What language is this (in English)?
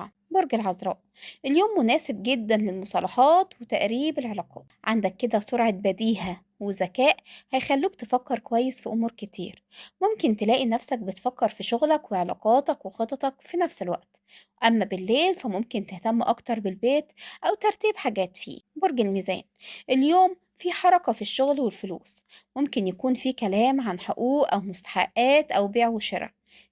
Egyptian Arabic